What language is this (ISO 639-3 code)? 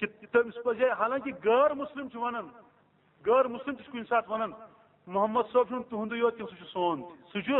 kas